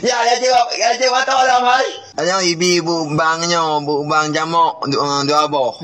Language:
Achinese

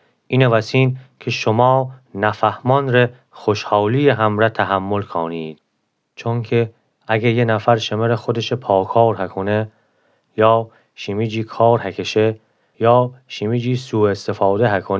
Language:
Gilaki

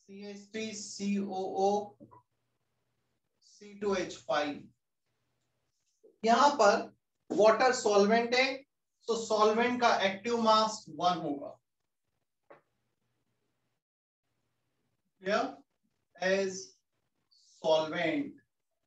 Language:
Hindi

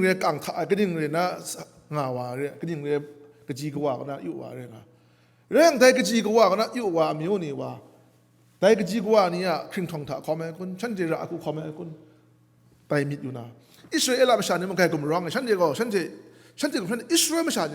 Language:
Kachin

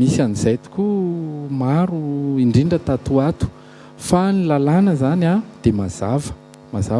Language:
Malagasy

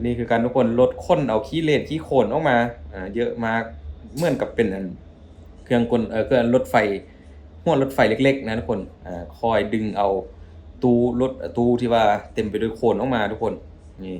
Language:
Lao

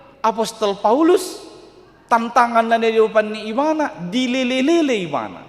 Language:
Batak Toba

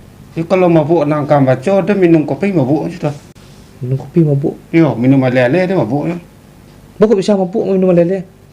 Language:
Minangkabau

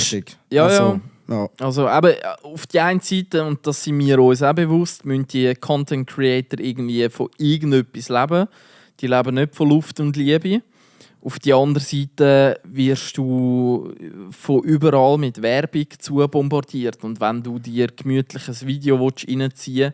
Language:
Swiss German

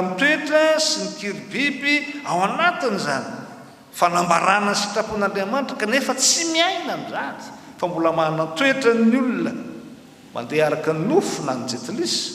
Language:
Malagasy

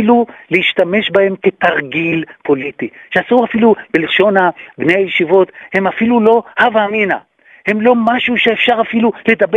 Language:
Hebrew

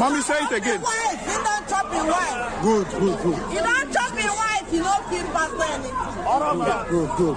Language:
Nigerian Pidgin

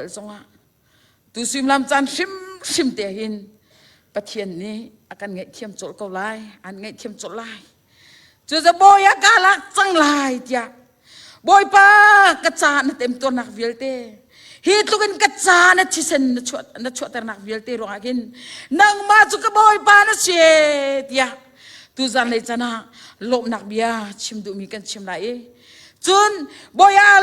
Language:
Hakha Chin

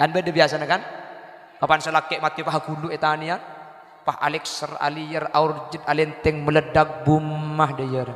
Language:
Madurese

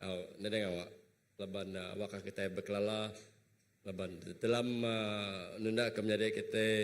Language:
Iban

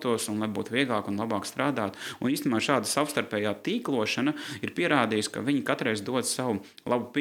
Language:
Latvian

